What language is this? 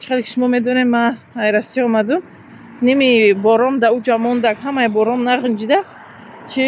Tajik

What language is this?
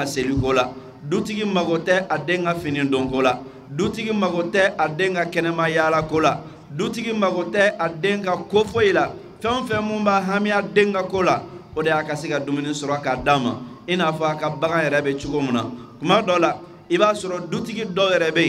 Bambara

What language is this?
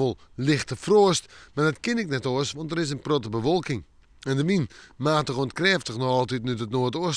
Western Frisian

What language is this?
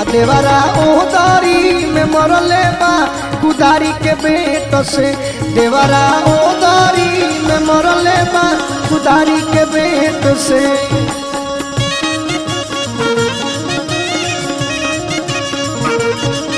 Bhojpuri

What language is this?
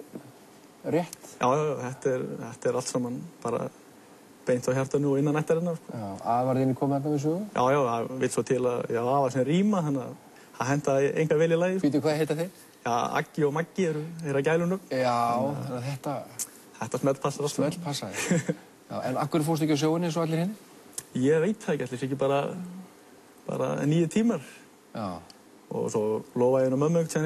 Icelandic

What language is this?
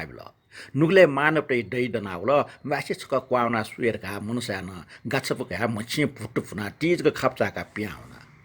Newari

